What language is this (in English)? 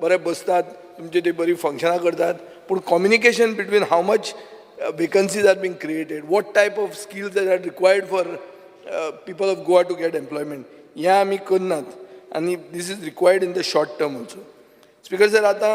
Konkani